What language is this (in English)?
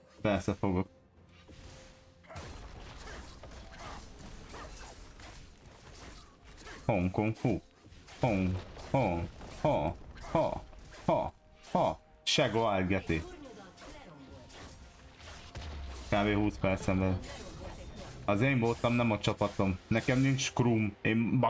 Hungarian